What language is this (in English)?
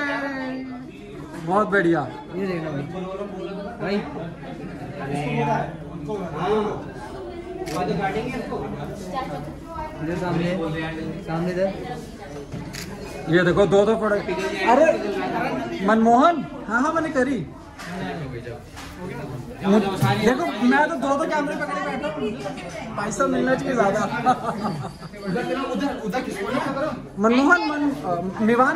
Hindi